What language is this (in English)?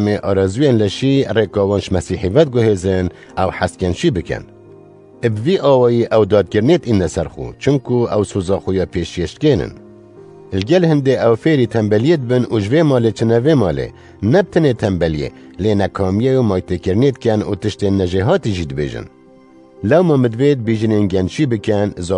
Kurdish